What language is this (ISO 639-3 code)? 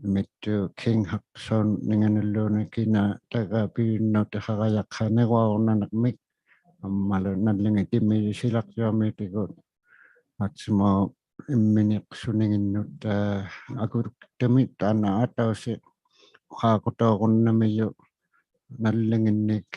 iku